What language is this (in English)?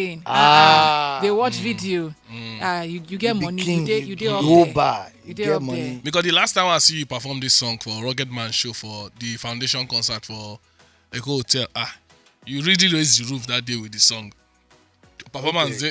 Nigerian Pidgin